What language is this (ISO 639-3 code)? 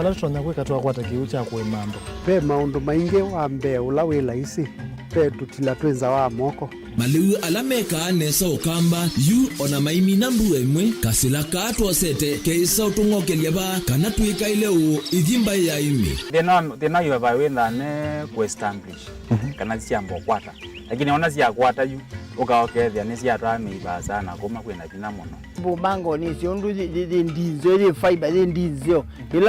kam